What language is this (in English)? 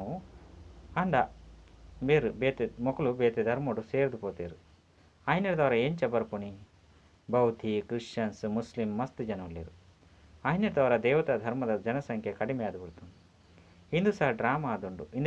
Tulu